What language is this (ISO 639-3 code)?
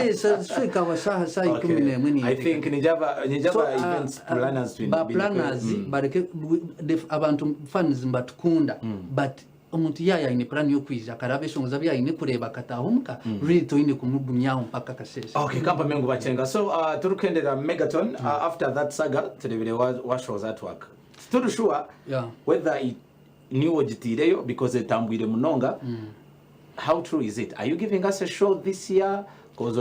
nyn